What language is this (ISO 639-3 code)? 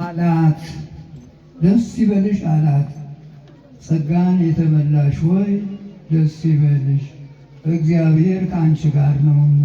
amh